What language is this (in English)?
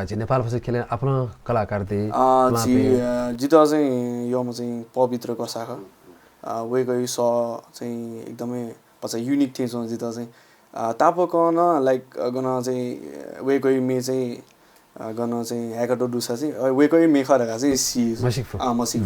Newari